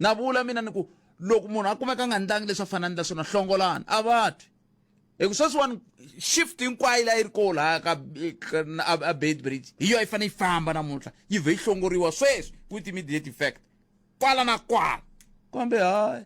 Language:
Tsonga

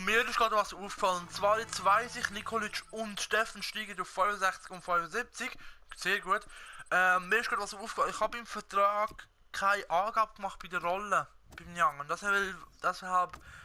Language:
Swiss German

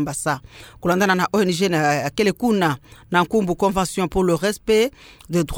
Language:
Kituba (Democratic Republic of Congo)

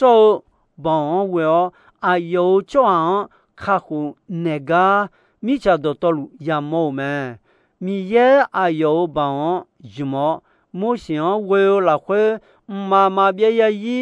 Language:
Akha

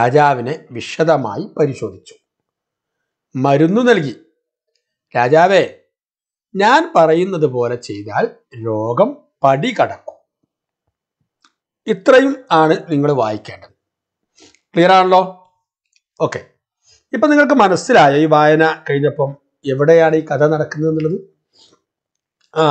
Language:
Malayalam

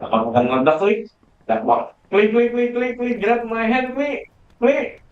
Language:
Banjar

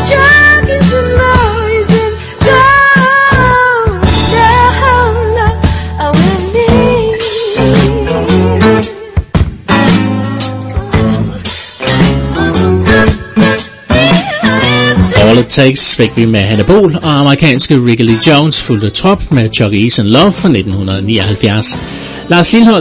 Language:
Danish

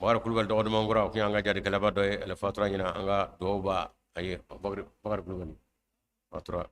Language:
Bambara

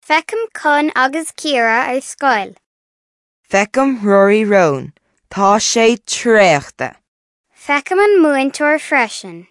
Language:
Irish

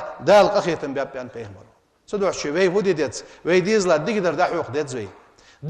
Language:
Ingush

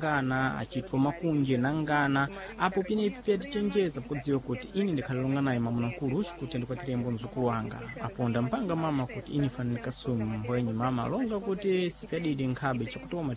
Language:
Sena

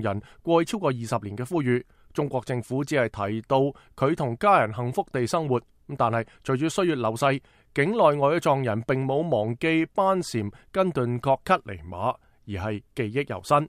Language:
Cantonese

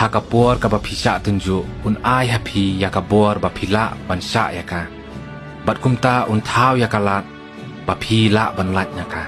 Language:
Khasi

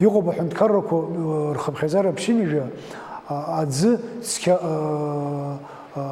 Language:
Abkhazian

